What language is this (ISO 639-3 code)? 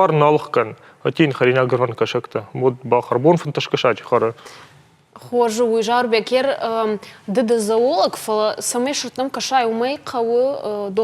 oss